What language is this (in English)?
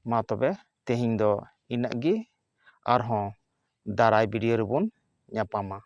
Santali